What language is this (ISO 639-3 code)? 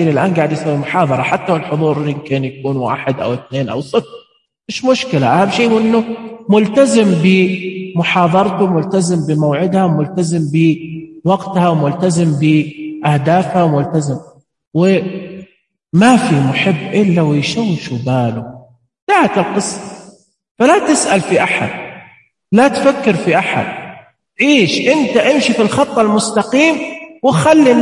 ars